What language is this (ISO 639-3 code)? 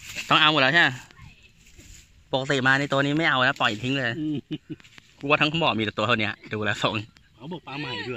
tha